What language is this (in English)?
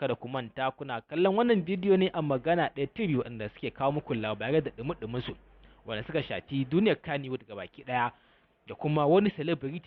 Hausa